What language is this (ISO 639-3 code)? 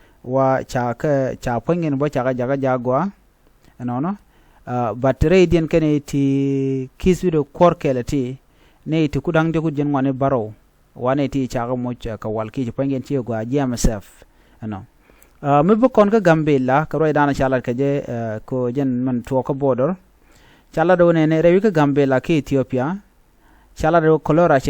nus